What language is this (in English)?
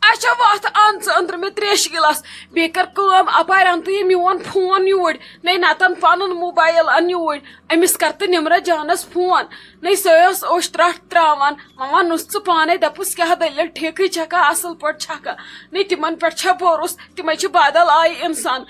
Kashmiri